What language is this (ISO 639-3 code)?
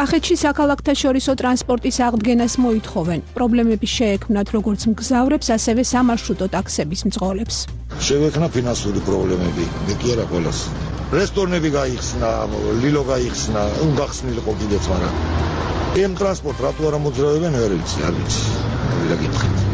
kat